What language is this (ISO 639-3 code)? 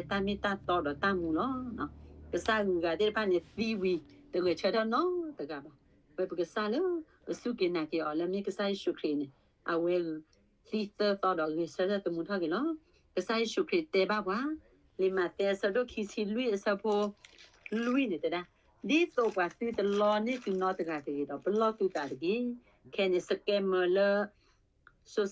ksw